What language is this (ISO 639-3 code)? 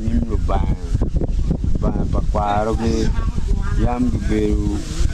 ach